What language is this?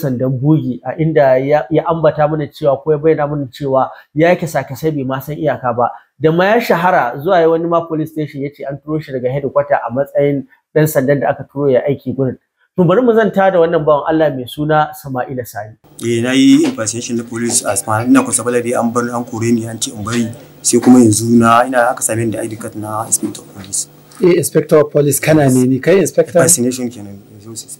Hausa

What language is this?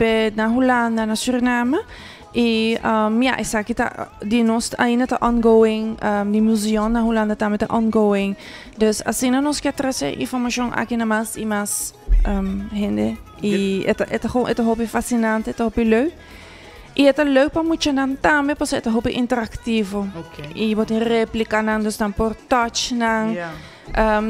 Papiamento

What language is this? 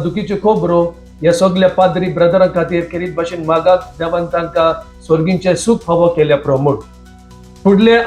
Konkani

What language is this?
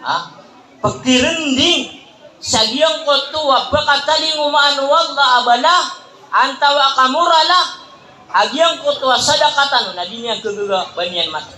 Maranao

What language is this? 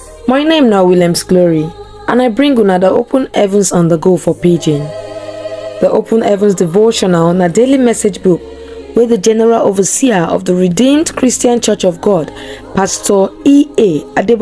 Nigerian Pidgin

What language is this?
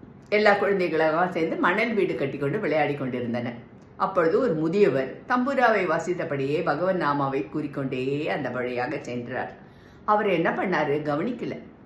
Tamil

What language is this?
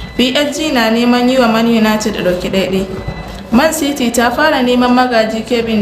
Hausa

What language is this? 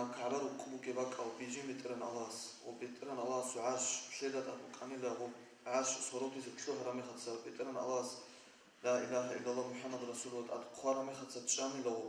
Avaric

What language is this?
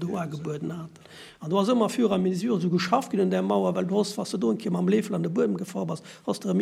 Luxembourgish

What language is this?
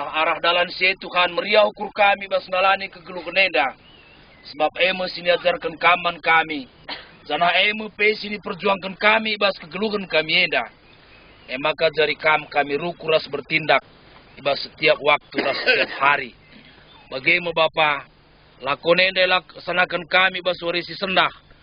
Batak Karo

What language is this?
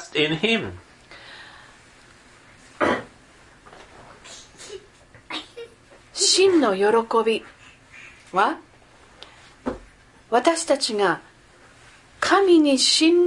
Japanese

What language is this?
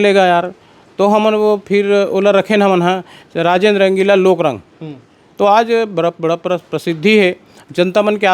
Chhattisgarhi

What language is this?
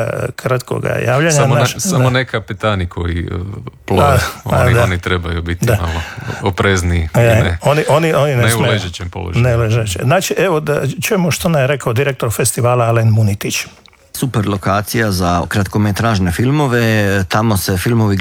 Croatian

